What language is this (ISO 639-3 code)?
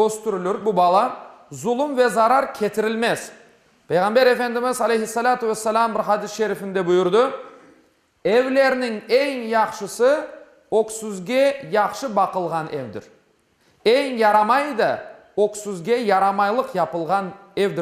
crh